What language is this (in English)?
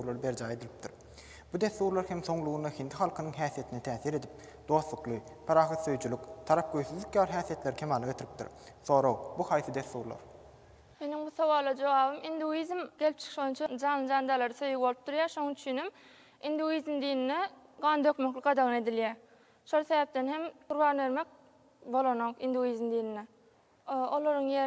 Turkmen